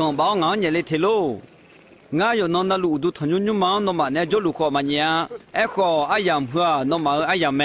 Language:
Akha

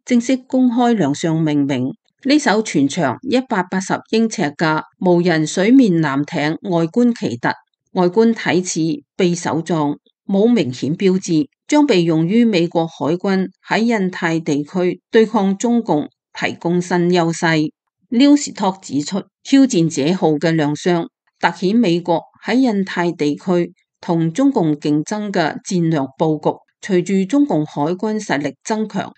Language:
Cantonese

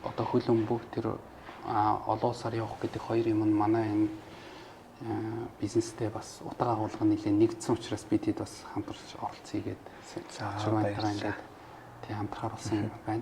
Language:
Mongolian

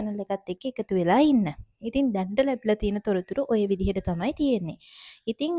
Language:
Sinhala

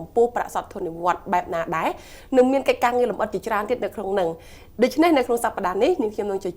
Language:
Khmer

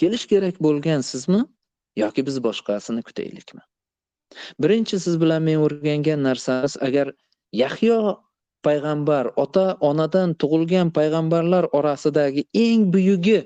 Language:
Uzbek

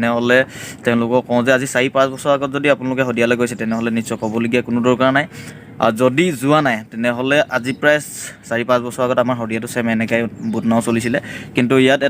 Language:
Assamese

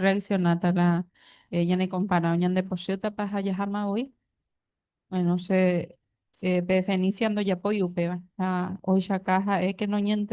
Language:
Guarani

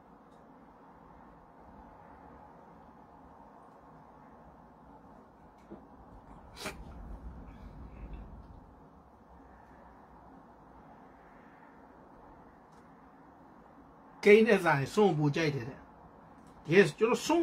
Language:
Burmese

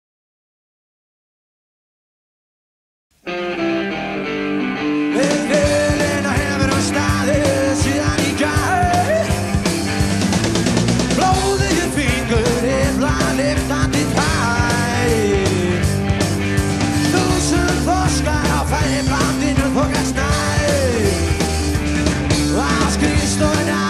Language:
Icelandic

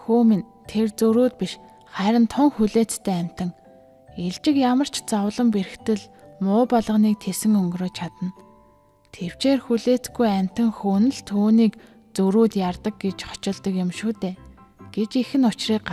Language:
Mongolian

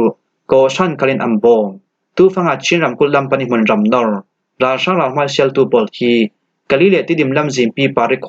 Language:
Falam Chin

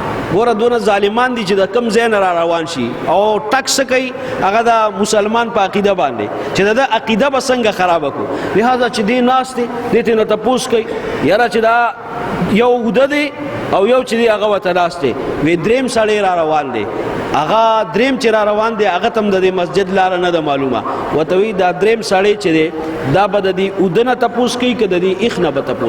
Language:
Pashto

